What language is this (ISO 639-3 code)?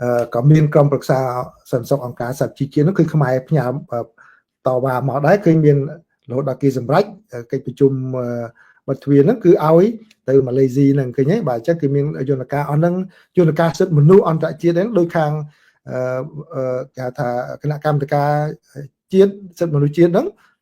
khm